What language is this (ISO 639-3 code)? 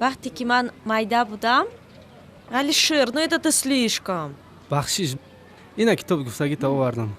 tgk